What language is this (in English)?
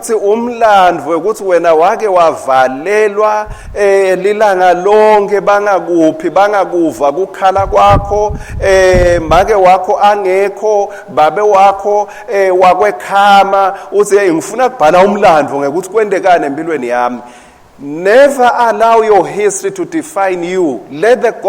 Swati